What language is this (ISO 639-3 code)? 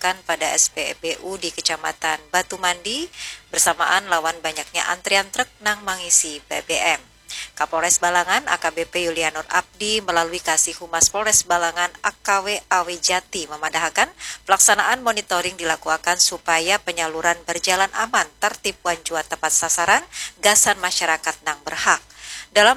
bjn